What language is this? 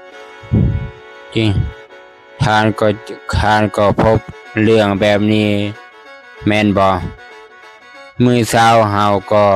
Lao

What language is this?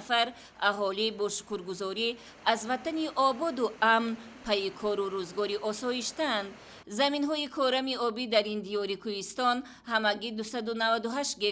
Tajik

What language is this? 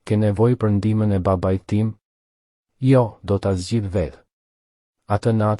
Albanian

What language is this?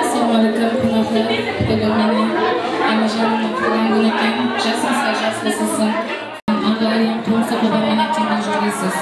Kara-Kalpak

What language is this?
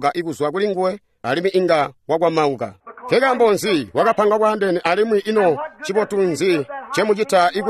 Tonga (Zambia)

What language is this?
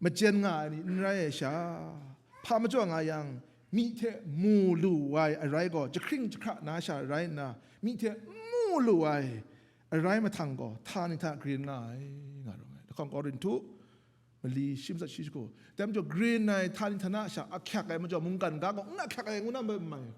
Kachin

